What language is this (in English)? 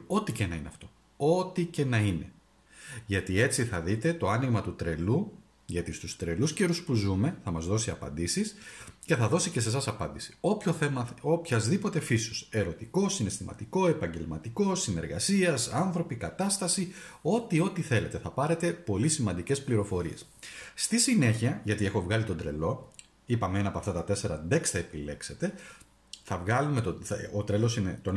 Greek